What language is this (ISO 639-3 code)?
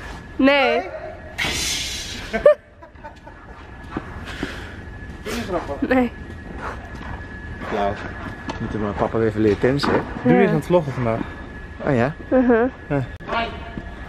nld